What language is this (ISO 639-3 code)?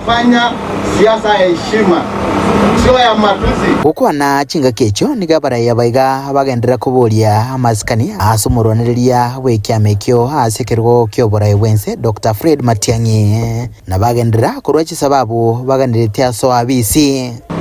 guz